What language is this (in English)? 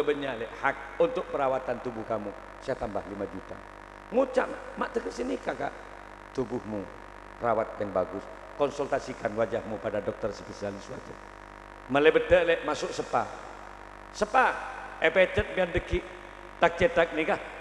Madurese